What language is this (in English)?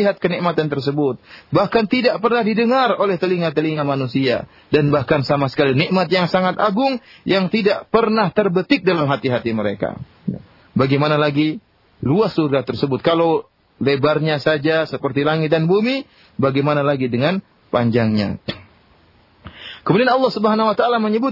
Indonesian